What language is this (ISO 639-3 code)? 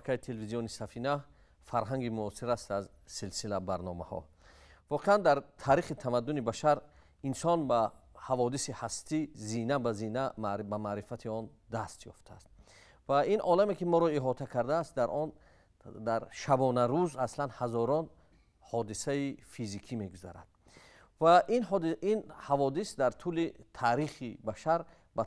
tgk